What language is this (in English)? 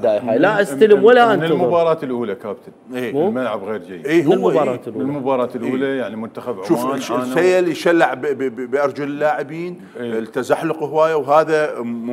Mesopotamian Arabic